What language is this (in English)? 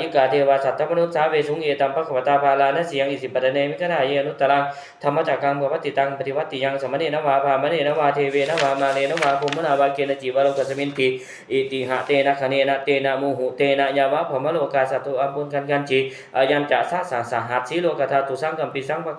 Pali